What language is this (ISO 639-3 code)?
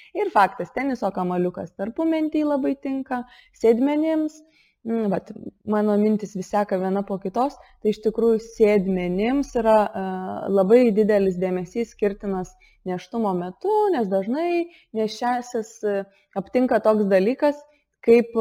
lit